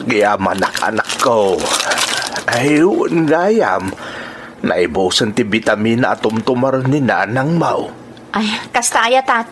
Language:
Iloko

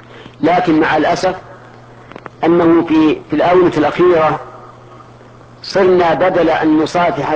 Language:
Arabic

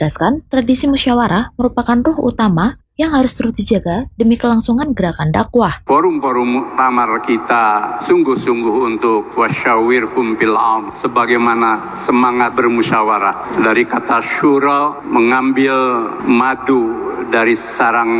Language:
Indonesian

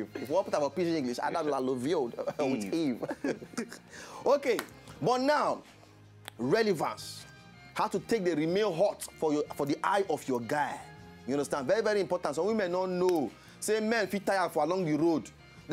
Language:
Nigerian Pidgin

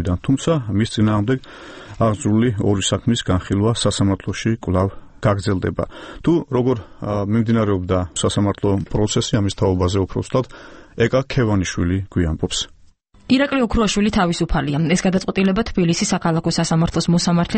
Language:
Georgian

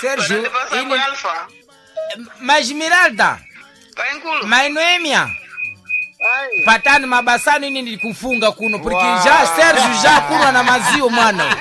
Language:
Sena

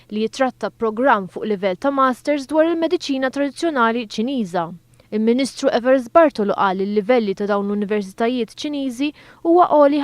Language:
Maltese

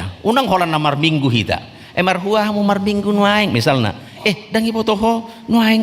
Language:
Batak Toba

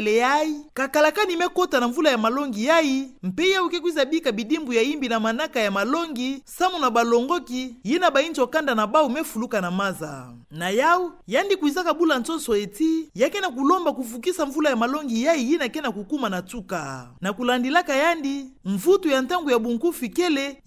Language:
Kituba (Democratic Republic of Congo)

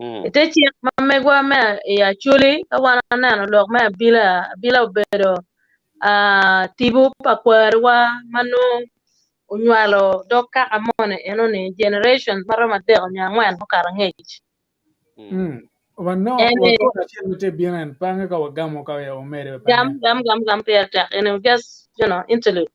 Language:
Acoli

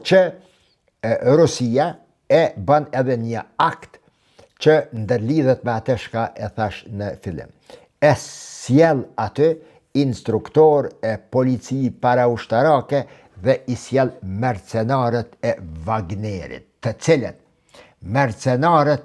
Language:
Albanian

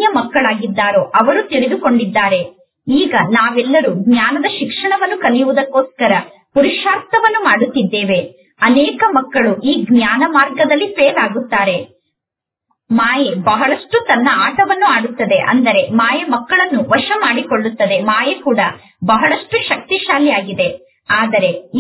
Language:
Kannada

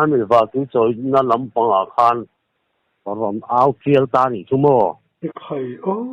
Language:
Mizo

